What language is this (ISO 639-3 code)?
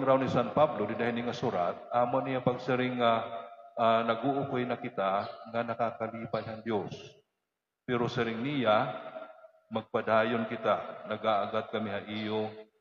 war